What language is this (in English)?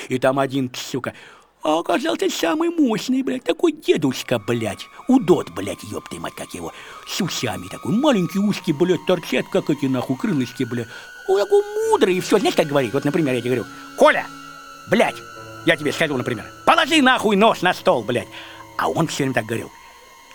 Russian